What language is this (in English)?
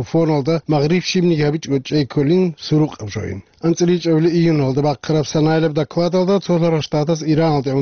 Avaric